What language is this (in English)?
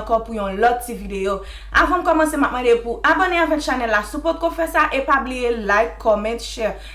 Haitian Creole